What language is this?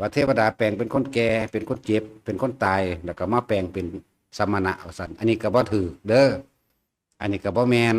Northeastern Thai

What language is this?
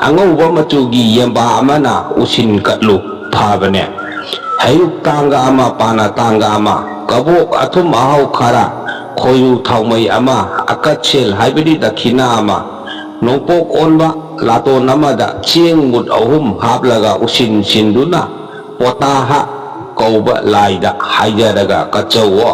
Manipuri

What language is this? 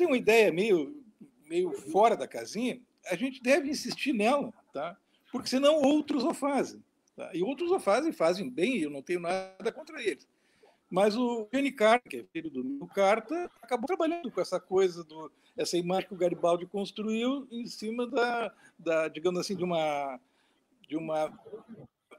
Portuguese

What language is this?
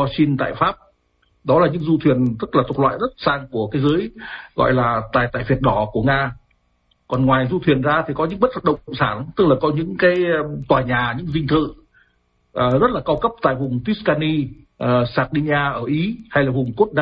Vietnamese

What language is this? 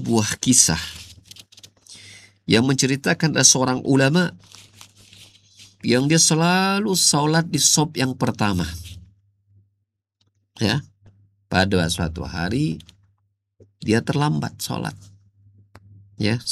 Indonesian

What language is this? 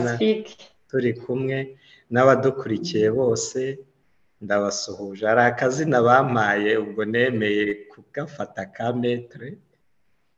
Kinyarwanda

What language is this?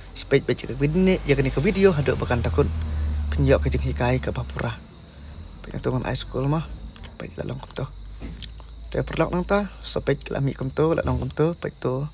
Khasi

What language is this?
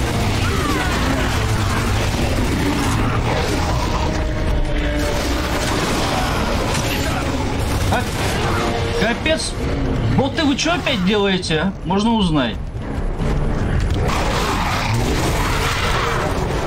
Russian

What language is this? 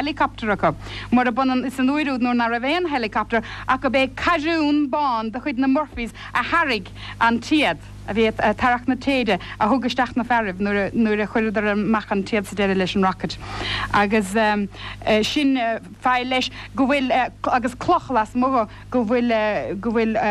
Irish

